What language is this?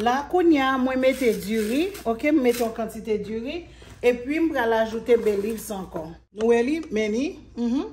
Haitian Creole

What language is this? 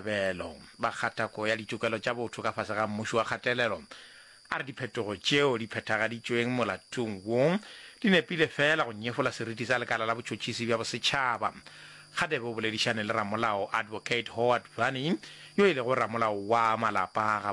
Northern Sotho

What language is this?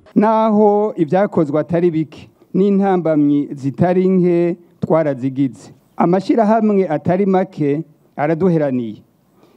Rundi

